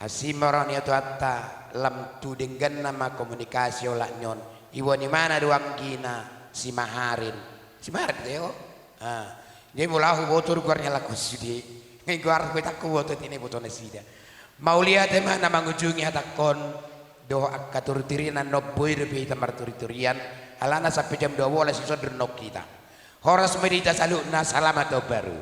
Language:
Batak Toba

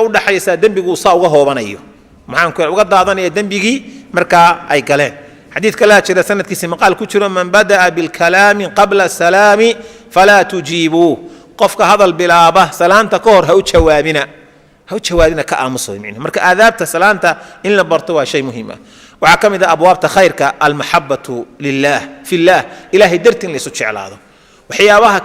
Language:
Somali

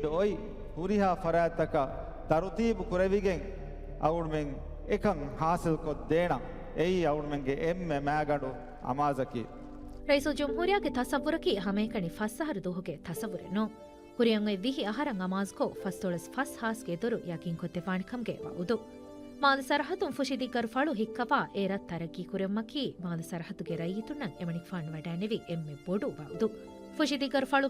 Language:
Divehi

